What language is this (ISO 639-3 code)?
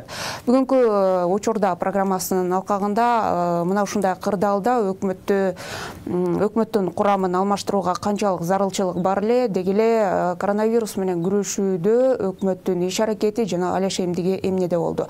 kir